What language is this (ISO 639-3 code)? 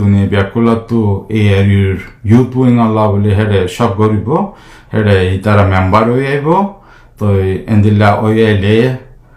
rhg